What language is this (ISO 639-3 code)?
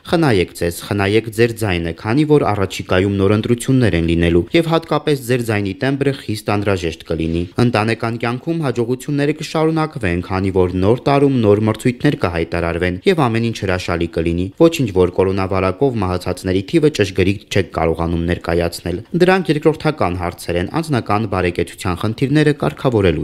hye